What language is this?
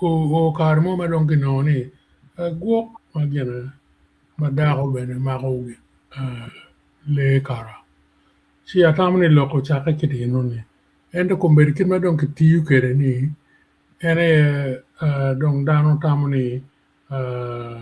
Acoli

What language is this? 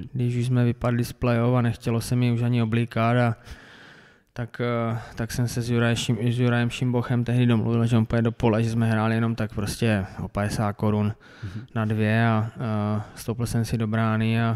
Czech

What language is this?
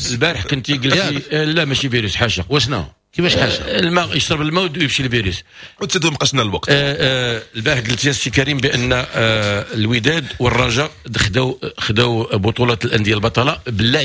Moroccan Arabic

